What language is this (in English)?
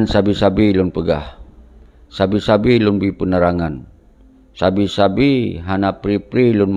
Achinese